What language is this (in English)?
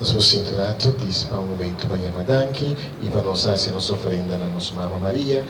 Papiamento